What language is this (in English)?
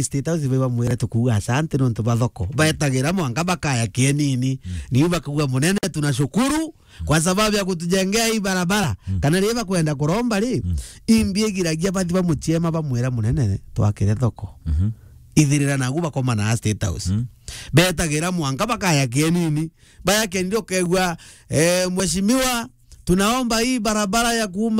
Meru